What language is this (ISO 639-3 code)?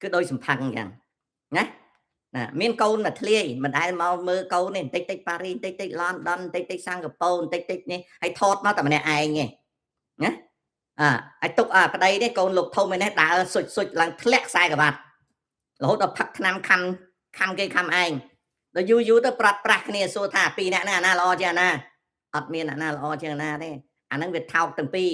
khm